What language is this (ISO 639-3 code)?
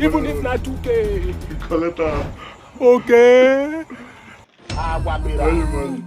pcm